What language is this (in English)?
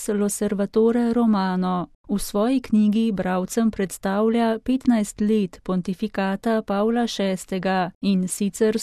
Slovenian